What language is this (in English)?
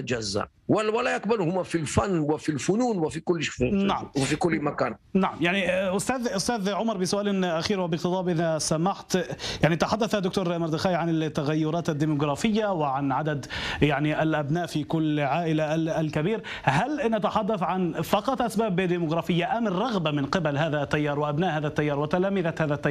Arabic